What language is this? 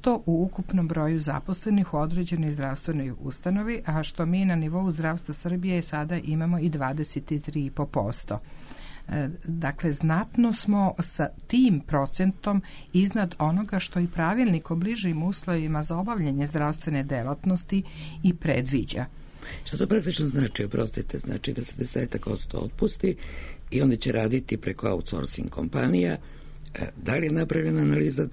Serbian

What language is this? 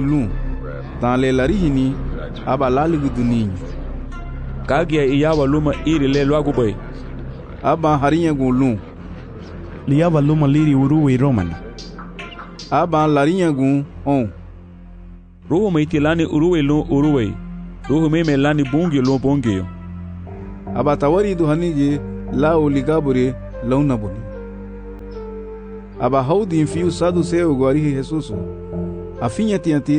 Garifuna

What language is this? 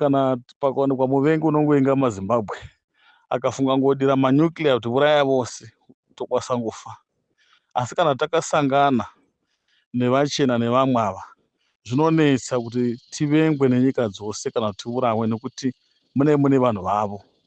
Shona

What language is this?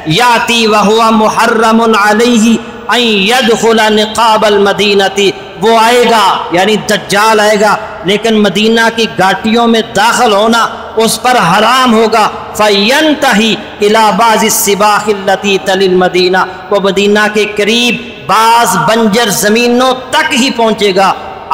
Urdu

